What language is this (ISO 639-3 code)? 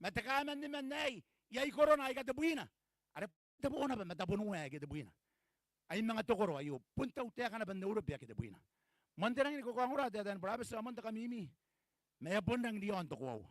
gil